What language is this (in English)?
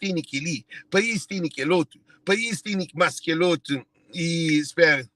Kabuverdianu